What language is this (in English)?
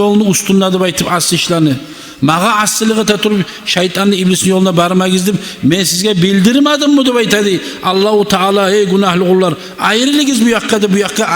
Kumyk